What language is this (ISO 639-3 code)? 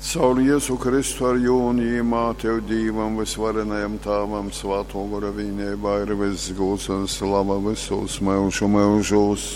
ltg